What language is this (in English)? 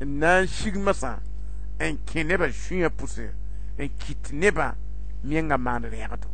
Mossi